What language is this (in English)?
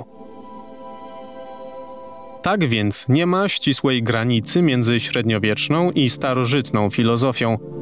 Polish